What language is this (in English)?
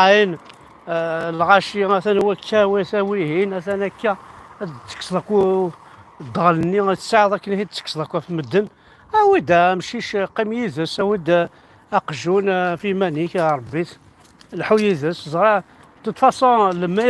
Kabyle